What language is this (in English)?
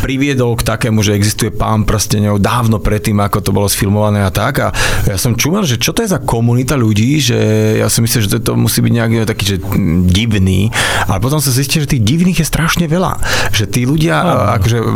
Slovak